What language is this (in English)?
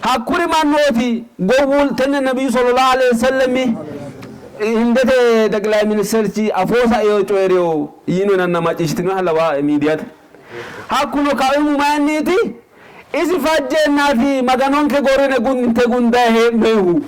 Sidamo